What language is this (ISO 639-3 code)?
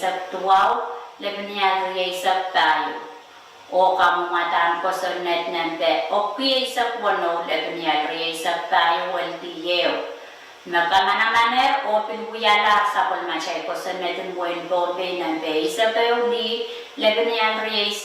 pon